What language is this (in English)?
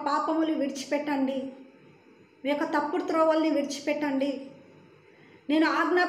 Telugu